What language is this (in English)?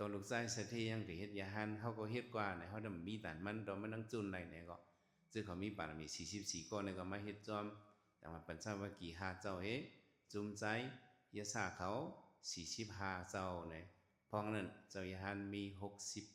Shan